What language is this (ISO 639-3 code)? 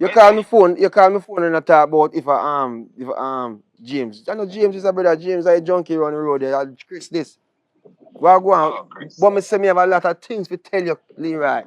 jam